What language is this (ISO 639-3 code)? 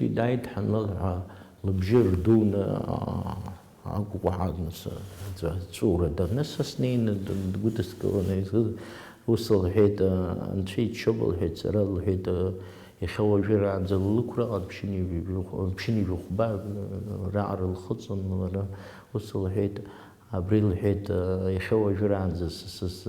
abk